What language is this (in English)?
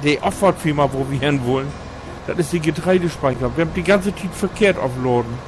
Low German